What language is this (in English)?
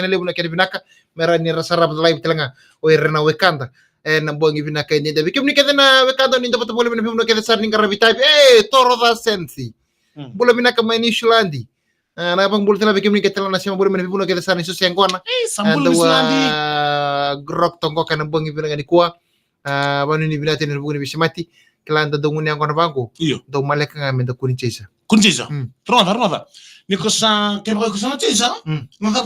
Fijian